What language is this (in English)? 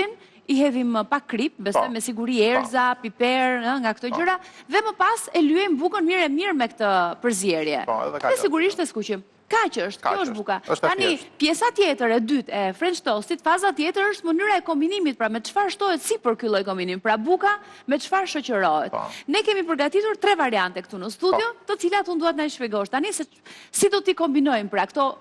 Albanian